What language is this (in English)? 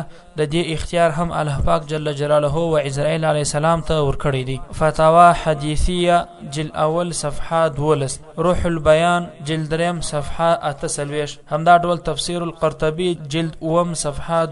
Pashto